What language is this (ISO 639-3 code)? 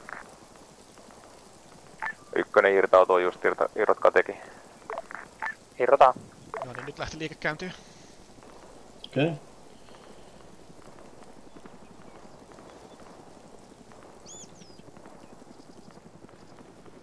fin